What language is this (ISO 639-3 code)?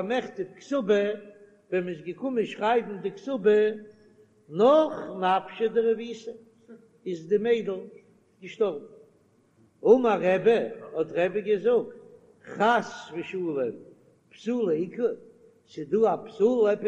yid